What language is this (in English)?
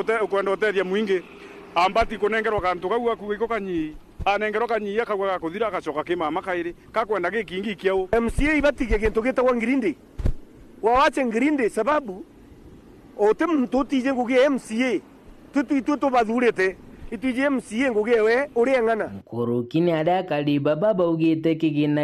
Meru